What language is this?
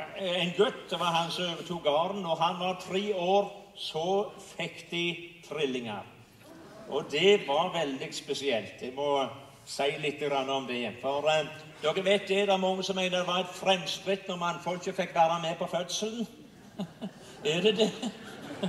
Norwegian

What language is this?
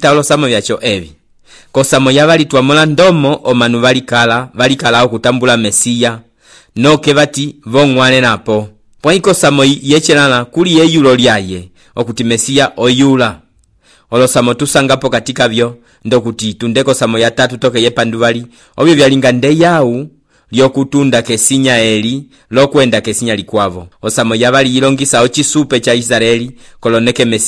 Umbundu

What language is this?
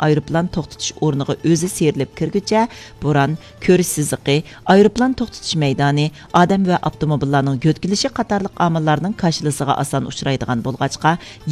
Uyghur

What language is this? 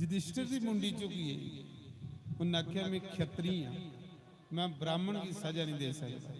Dogri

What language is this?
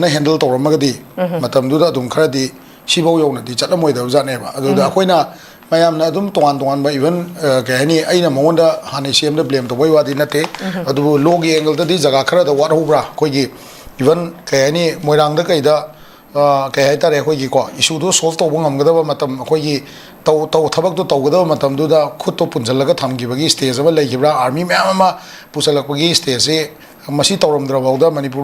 Manipuri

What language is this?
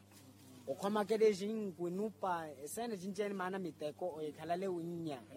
Makhuwa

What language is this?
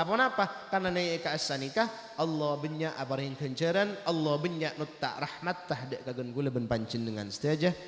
Madurese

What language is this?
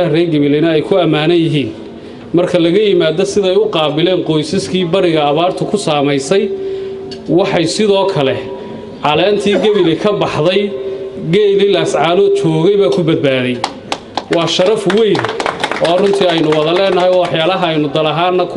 Somali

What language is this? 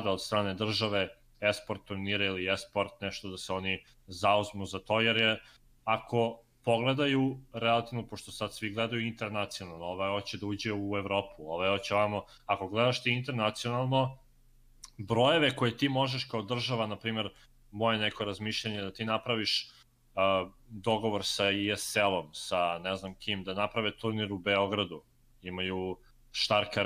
Serbian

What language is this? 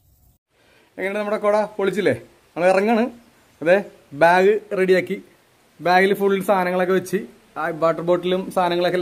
Malayalam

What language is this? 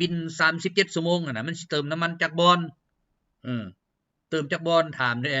Lao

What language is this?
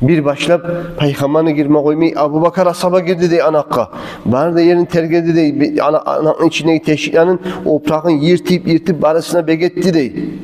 Kumyk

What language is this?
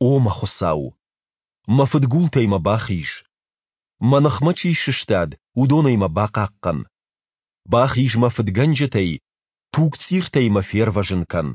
Ossetic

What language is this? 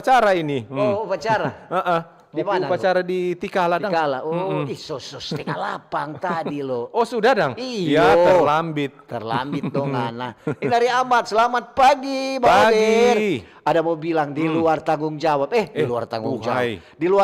Manado Malay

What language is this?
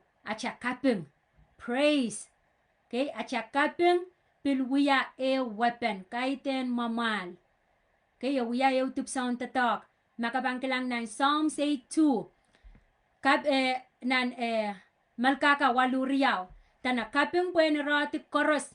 Pohnpeian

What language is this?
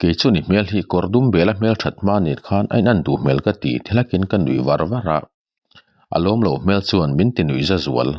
Mizo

